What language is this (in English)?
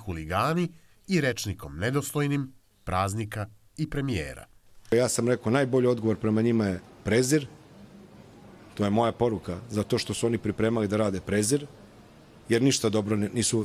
Serbian